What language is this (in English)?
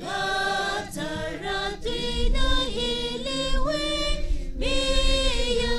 Tangkhul Naga (India)